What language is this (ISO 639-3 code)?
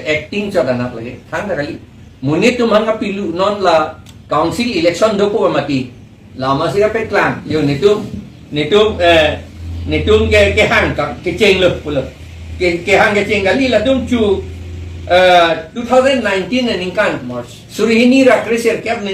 mjw